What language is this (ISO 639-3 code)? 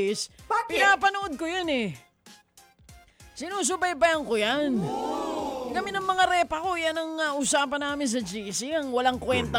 fil